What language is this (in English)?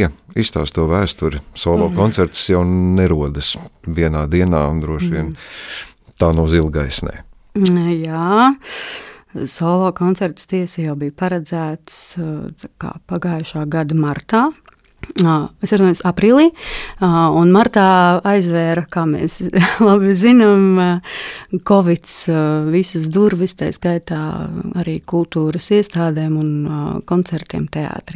Latvian